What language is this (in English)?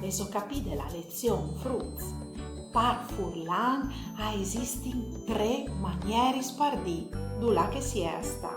Friulian